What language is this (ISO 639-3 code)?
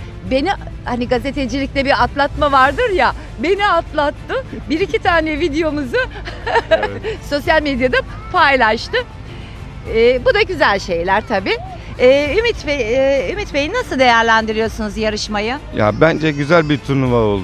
tur